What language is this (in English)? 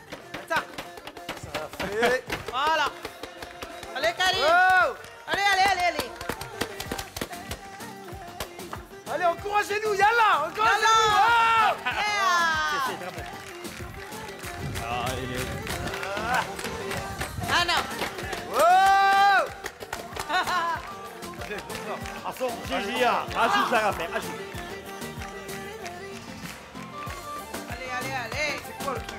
Moroccan Arabic